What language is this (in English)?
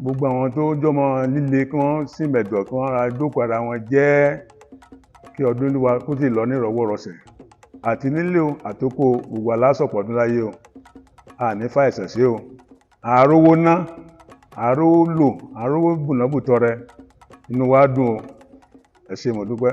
Yoruba